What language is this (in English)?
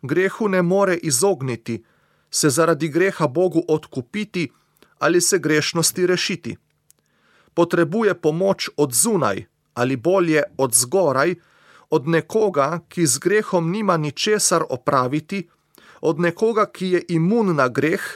Slovenian